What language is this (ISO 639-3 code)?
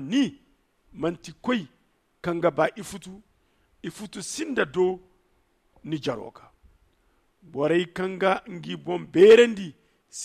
dje